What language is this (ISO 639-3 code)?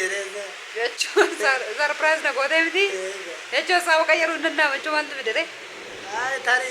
orm